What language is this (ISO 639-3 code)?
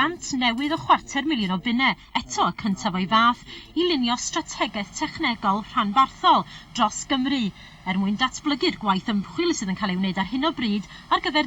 cym